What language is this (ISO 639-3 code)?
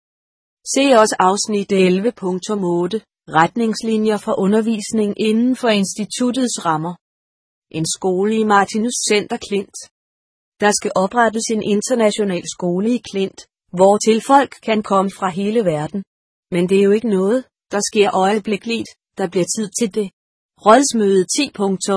dan